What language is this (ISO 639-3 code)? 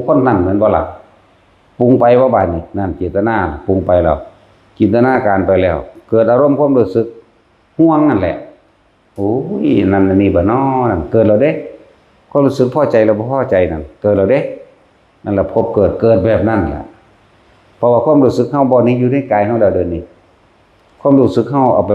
tts